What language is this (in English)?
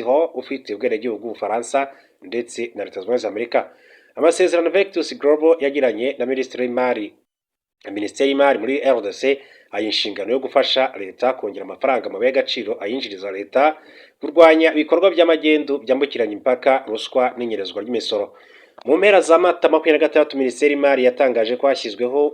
Kinyarwanda